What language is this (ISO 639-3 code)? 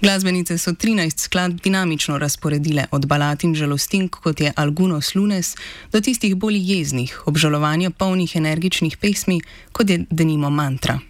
slv